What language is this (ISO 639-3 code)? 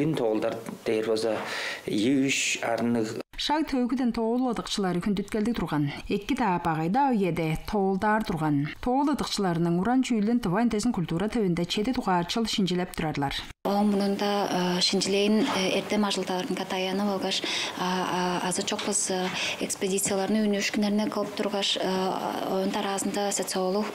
tyv